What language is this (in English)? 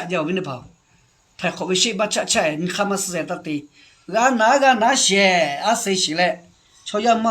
Lahu